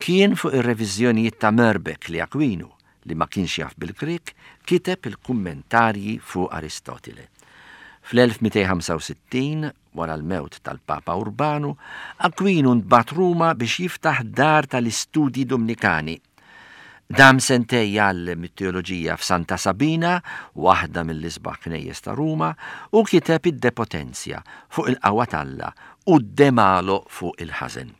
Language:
Maltese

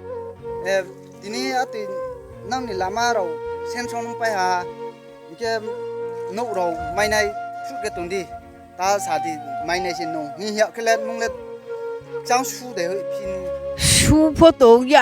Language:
Riang (India)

